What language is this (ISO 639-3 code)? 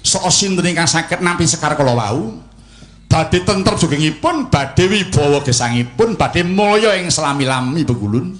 jav